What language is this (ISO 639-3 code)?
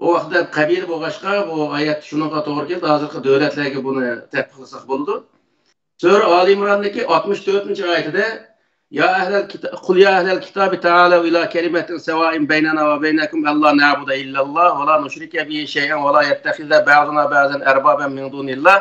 uig